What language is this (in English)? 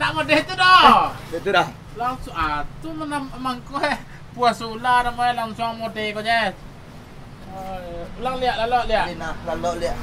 Minangkabau